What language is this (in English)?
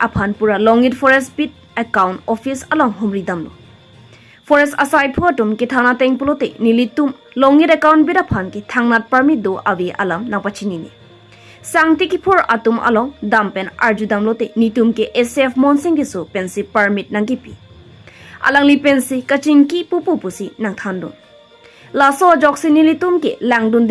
Karbi